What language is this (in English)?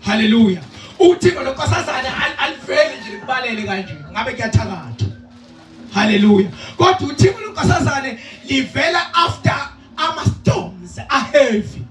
Zulu